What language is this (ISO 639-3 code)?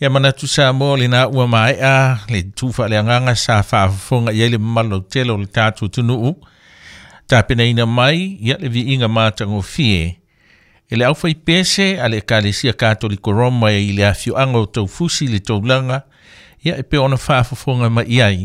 smo